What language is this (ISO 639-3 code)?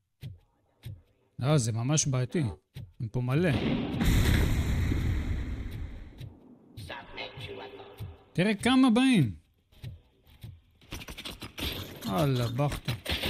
heb